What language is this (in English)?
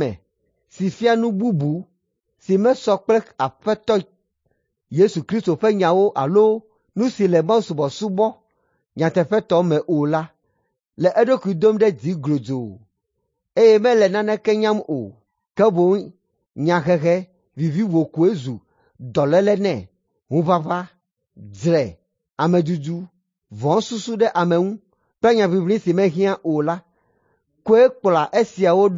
Ewe